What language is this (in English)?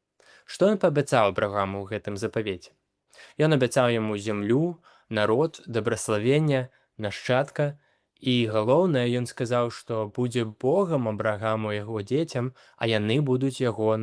Belarusian